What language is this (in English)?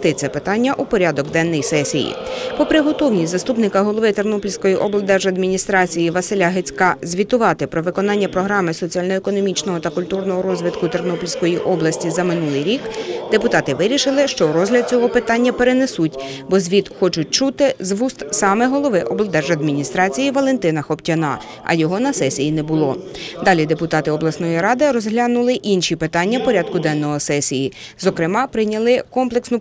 Ukrainian